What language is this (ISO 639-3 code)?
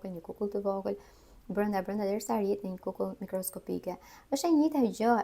sqi